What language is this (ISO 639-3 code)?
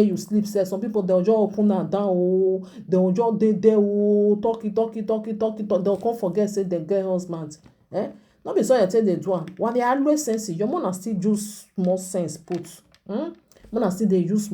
pcm